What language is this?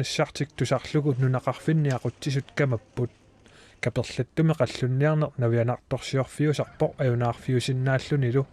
Kalaallisut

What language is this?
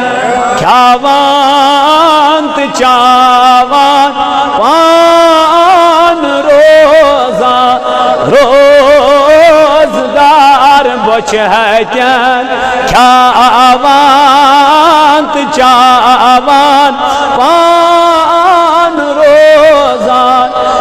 Kashmiri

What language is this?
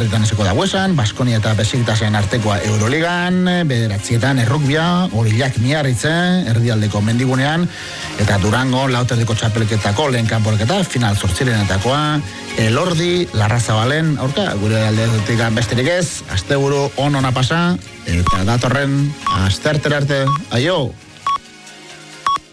Basque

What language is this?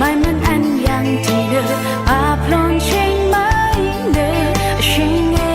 Rawang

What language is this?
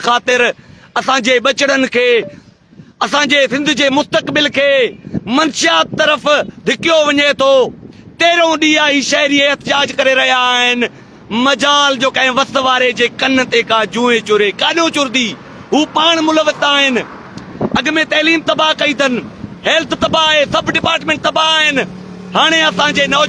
Sindhi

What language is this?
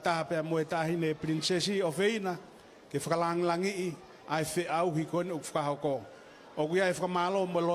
Tongan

